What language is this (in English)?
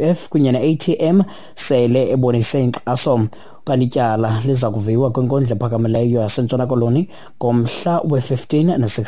Xhosa